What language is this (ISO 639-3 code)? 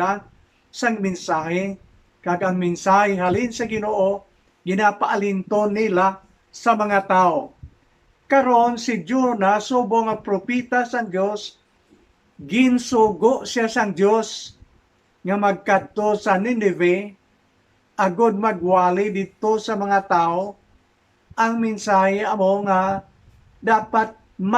hil